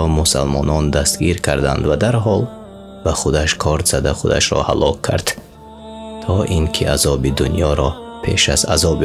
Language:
Tajik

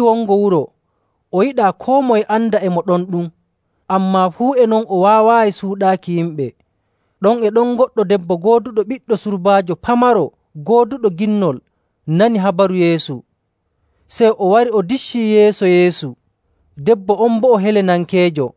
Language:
Nigerian Fulfulde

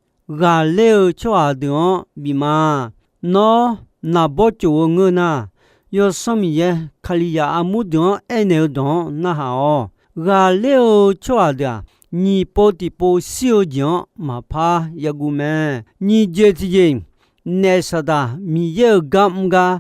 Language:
Akha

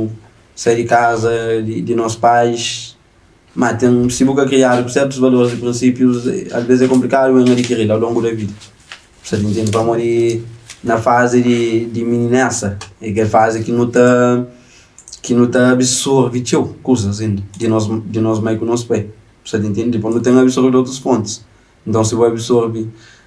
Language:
Kabuverdianu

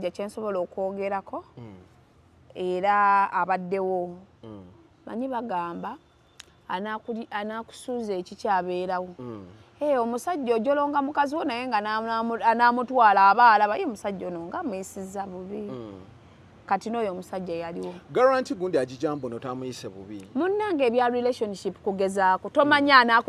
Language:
Ganda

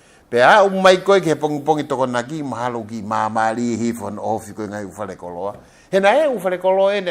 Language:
Tongan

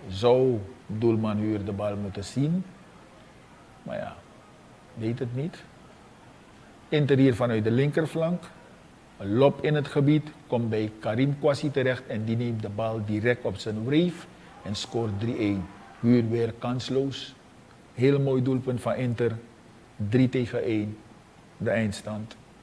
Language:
Dutch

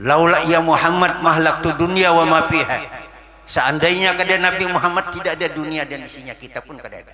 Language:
Banjar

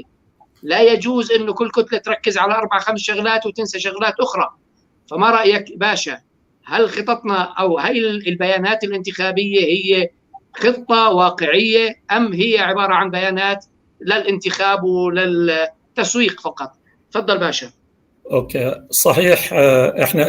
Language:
North Levantine Arabic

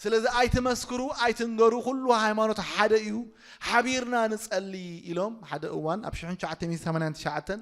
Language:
Tigrinya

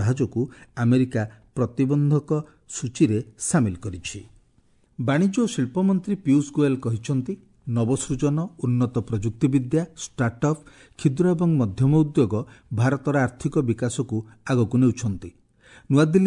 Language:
Odia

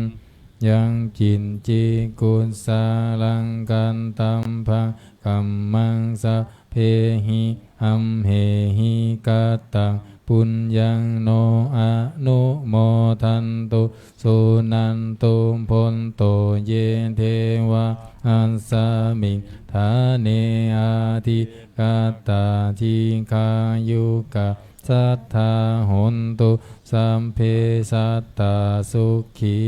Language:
Pali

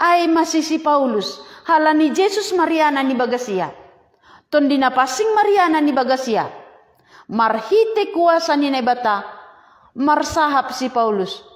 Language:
Batak Simalungun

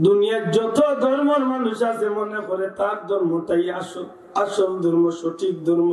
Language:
Sylheti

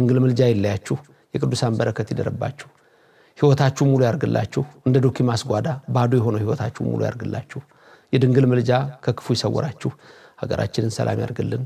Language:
Amharic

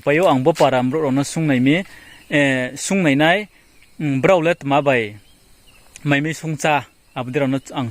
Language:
Riang (India)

